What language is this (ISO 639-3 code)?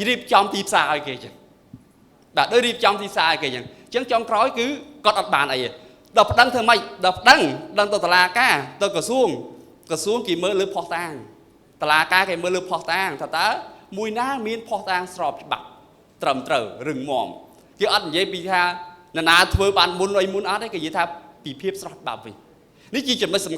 khm